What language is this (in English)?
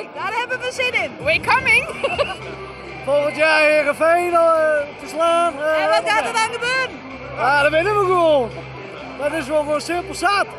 Western Frisian